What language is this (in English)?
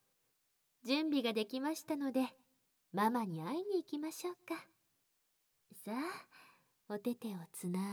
Japanese